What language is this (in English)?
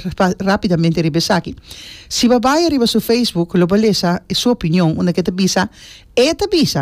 Papiamento